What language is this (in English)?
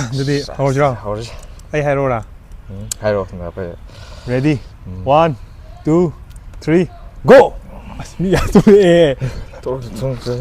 Manipuri